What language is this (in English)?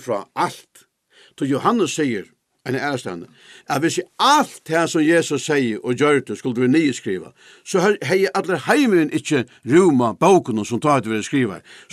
Faroese